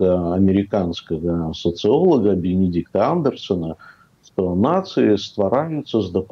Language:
Belarusian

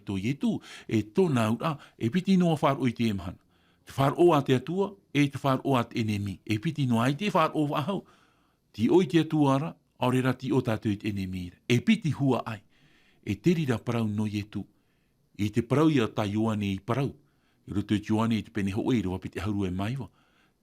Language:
Tahitian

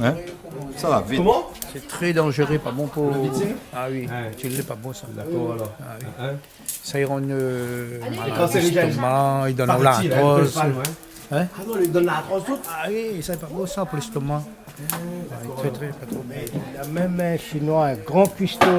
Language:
Réunion Creole French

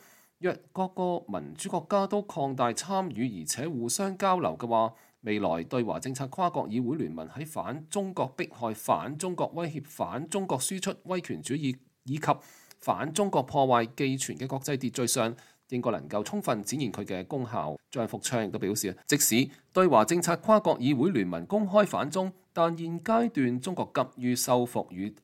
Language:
Cantonese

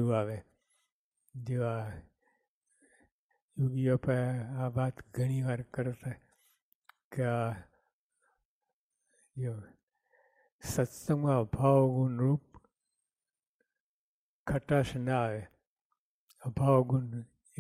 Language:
Gujarati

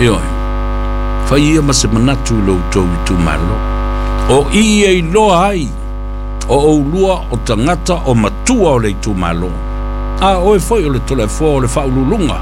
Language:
Samoan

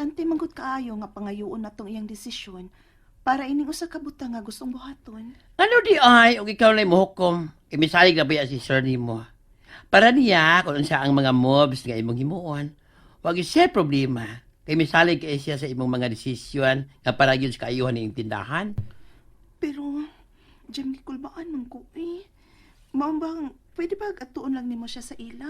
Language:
Cebuano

